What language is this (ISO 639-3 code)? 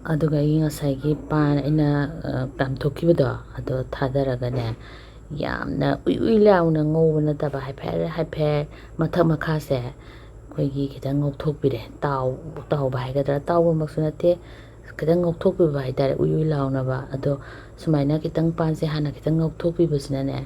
mni